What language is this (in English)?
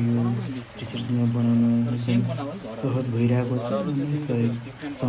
Nepali